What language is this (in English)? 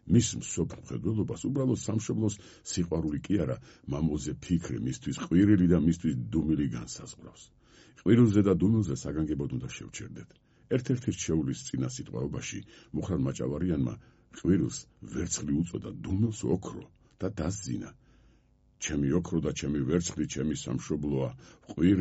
Georgian